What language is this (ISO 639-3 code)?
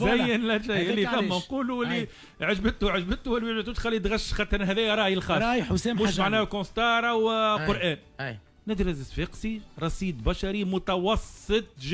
aeb